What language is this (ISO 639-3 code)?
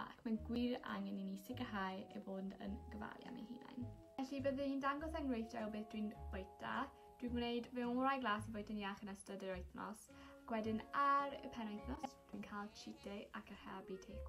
cym